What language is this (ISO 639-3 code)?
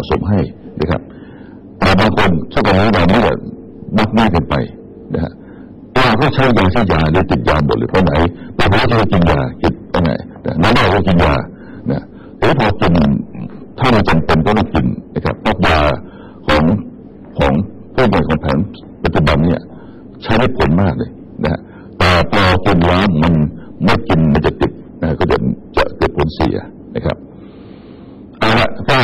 tha